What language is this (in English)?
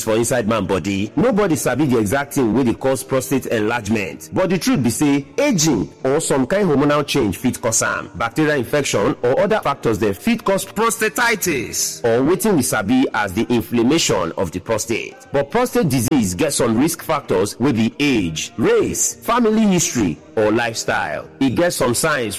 Nigerian Pidgin